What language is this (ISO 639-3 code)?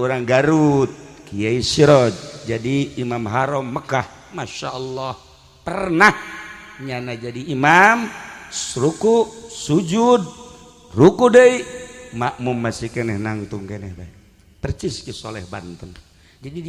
sun